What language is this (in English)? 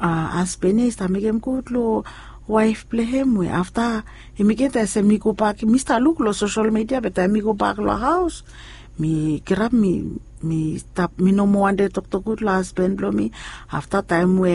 Bislama